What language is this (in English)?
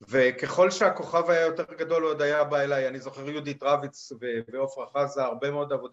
Hebrew